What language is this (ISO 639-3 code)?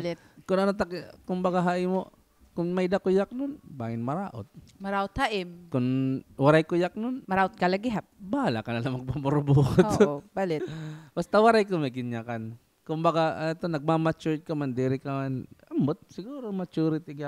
war